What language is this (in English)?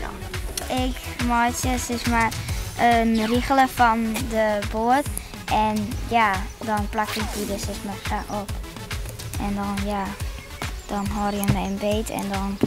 Western Frisian